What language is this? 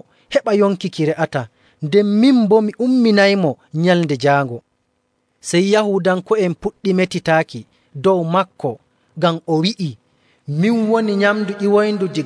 Nigerian Fulfulde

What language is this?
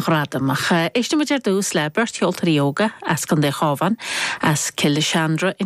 Irish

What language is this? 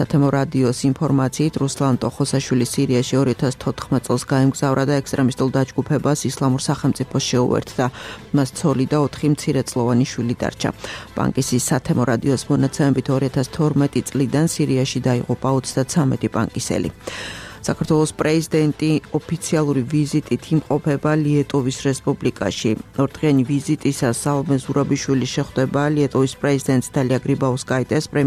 Georgian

